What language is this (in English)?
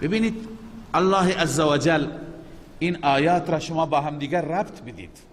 Persian